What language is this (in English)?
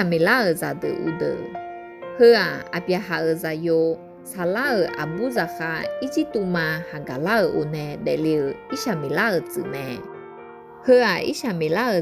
Akha